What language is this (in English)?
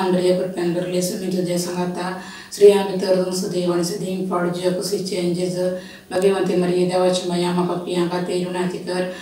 Konkani